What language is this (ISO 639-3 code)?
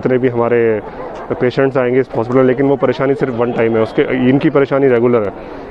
hin